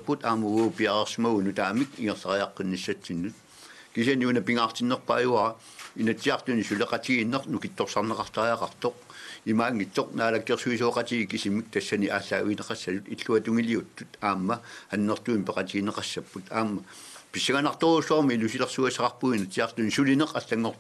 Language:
Kalaallisut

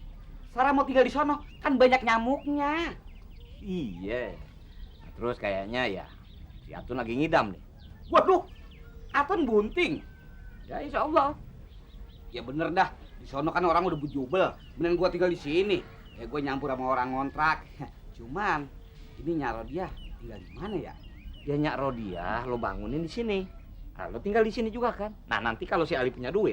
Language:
Betawi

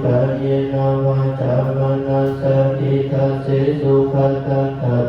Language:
Pali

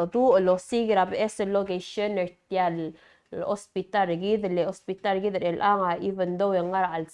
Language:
Palauan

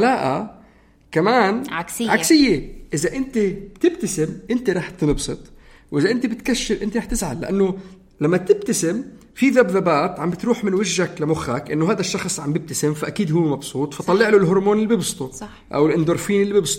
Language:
North Levantine Arabic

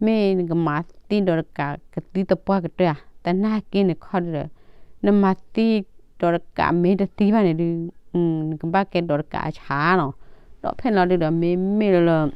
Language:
S'gaw Karen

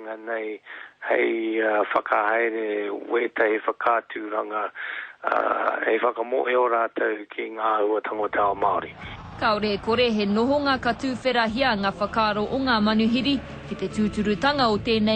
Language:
Māori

